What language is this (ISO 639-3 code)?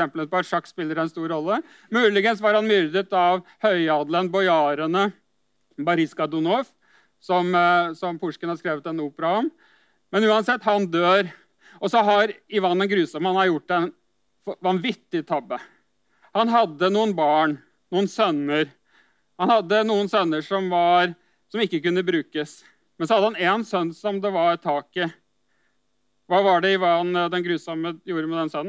nor